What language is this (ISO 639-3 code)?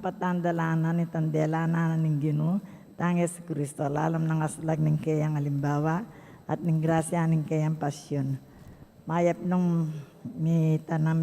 pam